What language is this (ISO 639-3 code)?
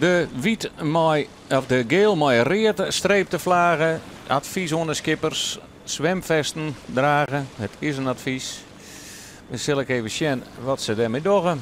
fry